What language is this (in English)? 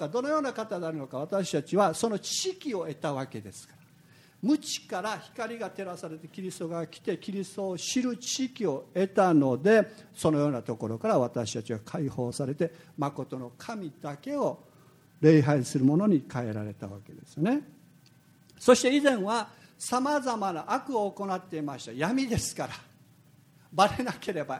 Japanese